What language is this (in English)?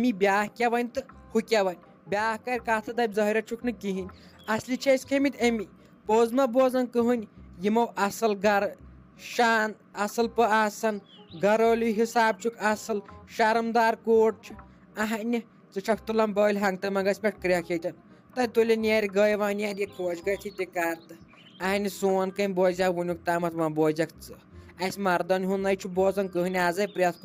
Kashmiri